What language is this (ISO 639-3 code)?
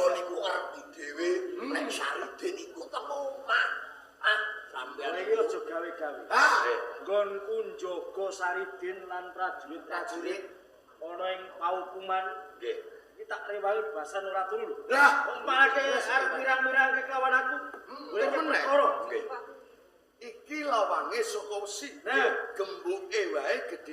jav